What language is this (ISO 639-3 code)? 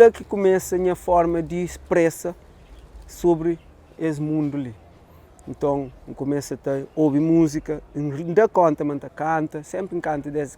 kea